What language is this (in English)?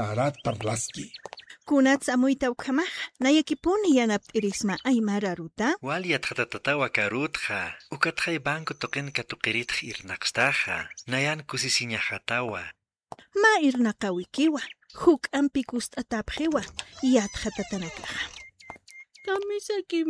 Aymara